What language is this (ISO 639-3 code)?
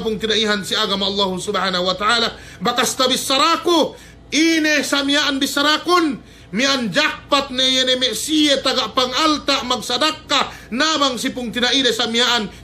yka